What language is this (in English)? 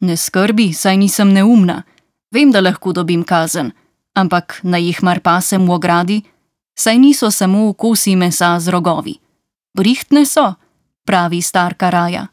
Slovenian